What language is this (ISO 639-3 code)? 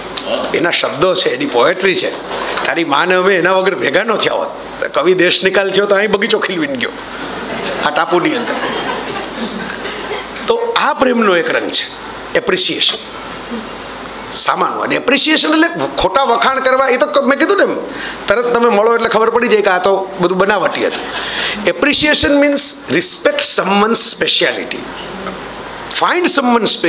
guj